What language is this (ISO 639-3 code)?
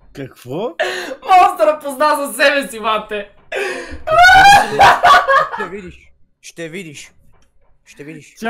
bul